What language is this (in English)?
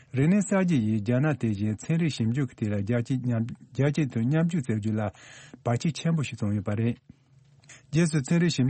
Tibetan